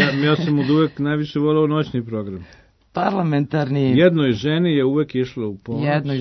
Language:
Serbian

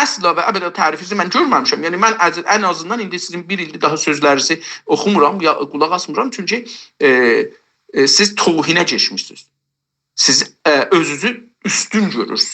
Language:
South Azerbaijani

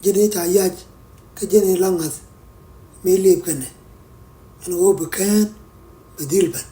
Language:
Nuer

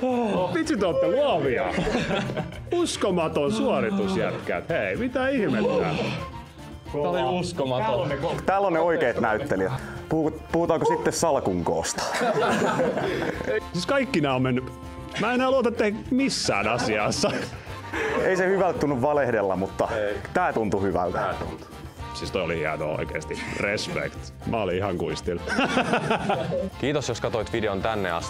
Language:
Finnish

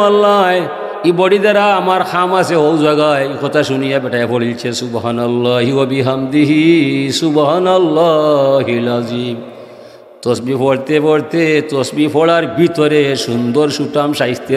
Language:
Sylheti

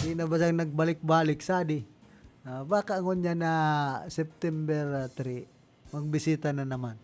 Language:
Bikol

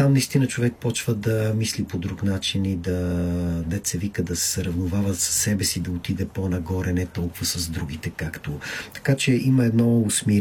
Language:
Bulgarian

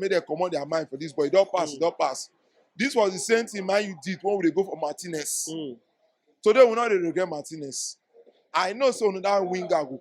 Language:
Nigerian Pidgin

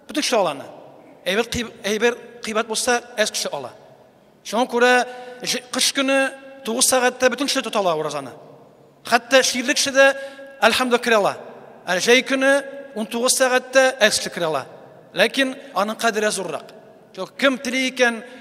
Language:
Tatar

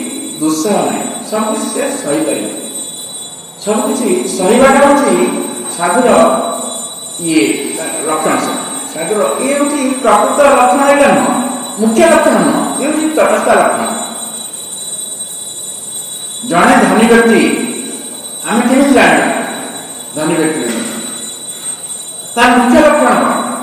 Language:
Odia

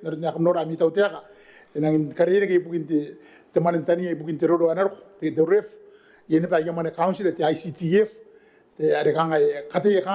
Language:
Gilbertese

